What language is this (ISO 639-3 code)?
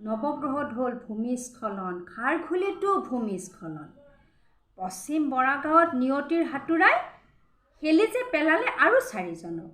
asm